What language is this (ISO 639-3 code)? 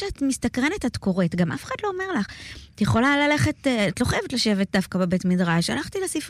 heb